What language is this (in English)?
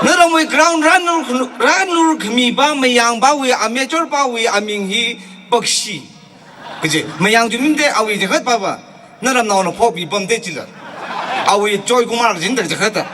Tangkhul Naga (India)